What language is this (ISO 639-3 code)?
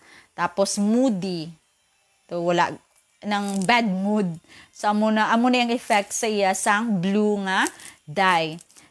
hil